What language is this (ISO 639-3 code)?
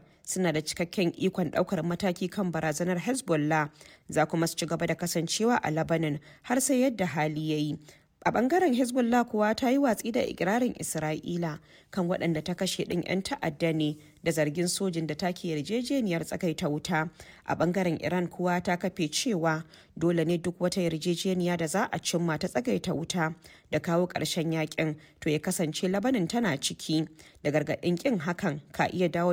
hau